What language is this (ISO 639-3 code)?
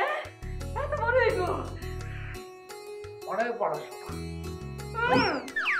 ben